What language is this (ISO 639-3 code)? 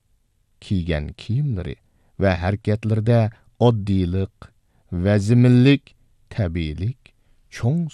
uig